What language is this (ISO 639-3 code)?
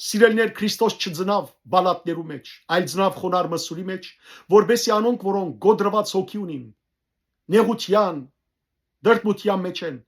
hyw